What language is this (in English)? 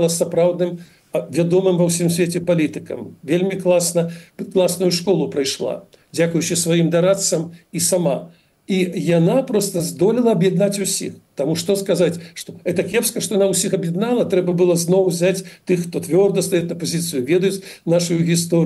Belarusian